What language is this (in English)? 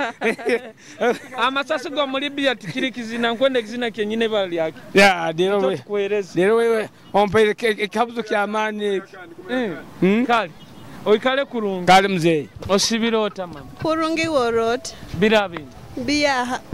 Nyoro